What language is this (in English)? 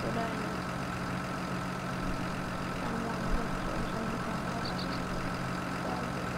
Swedish